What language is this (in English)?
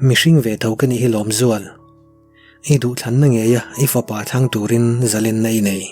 Mizo